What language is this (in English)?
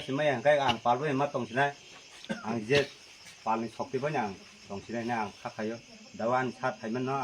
Kok Borok